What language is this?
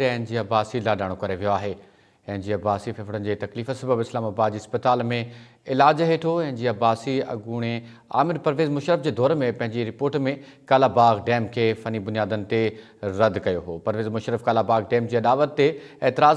Sindhi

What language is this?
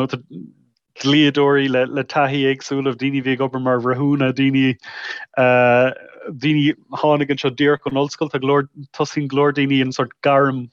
Irish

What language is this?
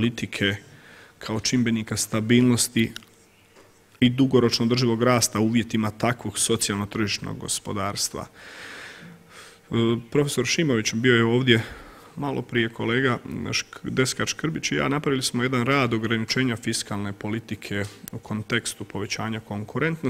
Croatian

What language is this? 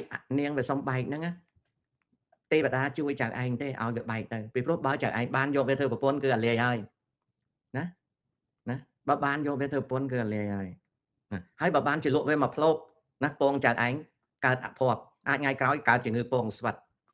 Khmer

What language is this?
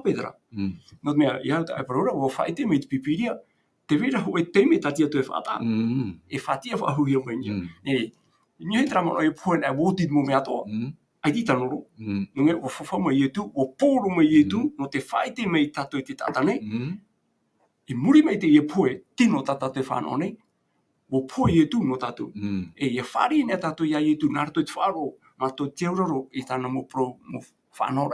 Tahitian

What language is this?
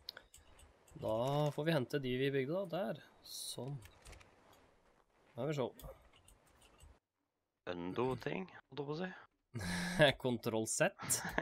Norwegian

